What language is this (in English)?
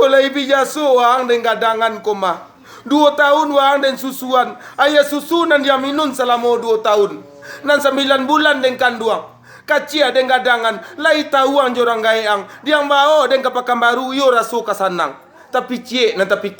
Minangkabau